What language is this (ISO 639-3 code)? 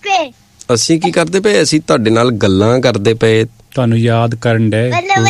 pan